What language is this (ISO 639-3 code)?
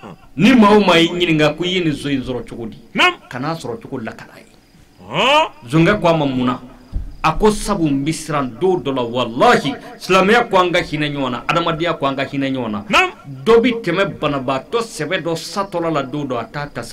bam